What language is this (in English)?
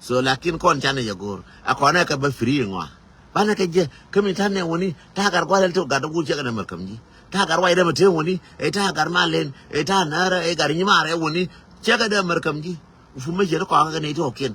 Nuer